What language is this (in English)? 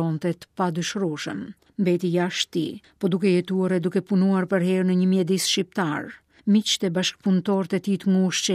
Albanian